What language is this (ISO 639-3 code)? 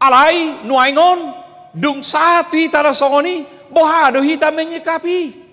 bbc